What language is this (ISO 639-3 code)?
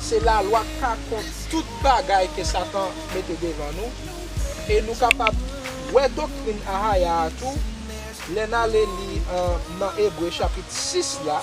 hat